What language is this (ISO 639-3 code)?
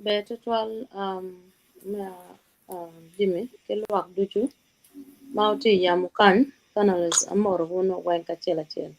ach